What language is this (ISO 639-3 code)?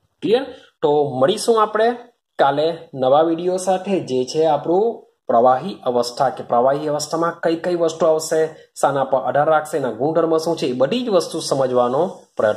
guj